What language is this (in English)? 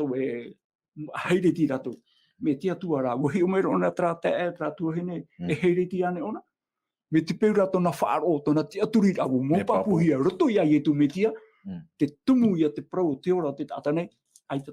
Tahitian